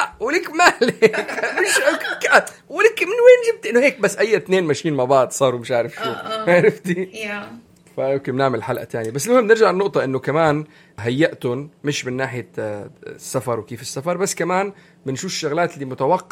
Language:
North Levantine Arabic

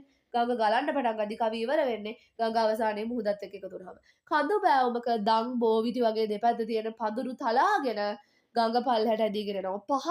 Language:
Sinhala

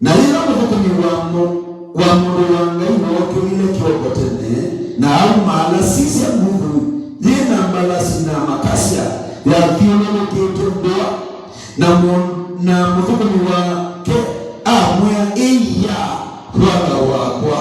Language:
Kamba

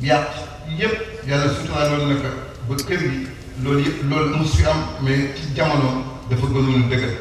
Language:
Wolof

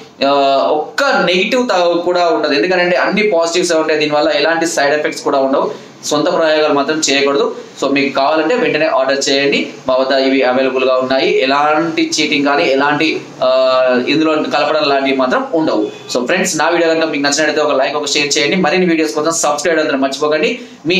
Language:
Telugu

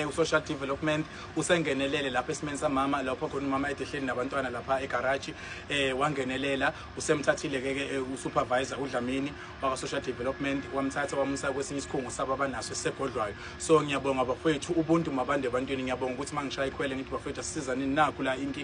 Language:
Zulu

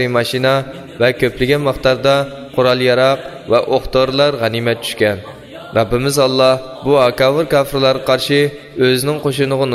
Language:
Uyghur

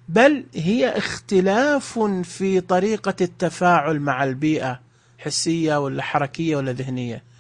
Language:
Najdi Arabic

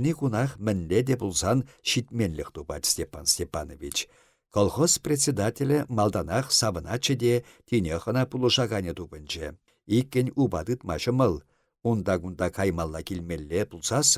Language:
Chuvash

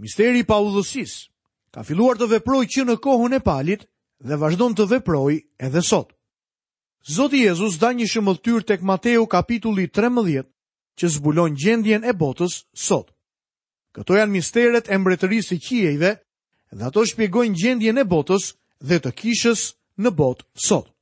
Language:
Albanian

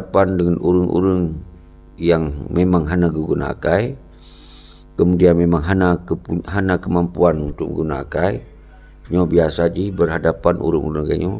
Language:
Achinese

